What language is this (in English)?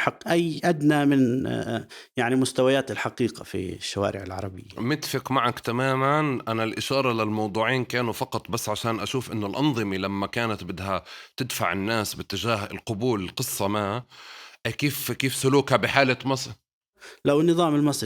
North Levantine Arabic